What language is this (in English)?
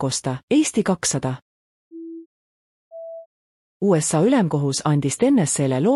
Estonian